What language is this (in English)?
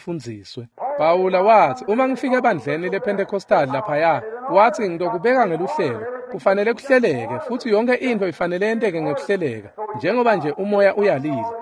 Swati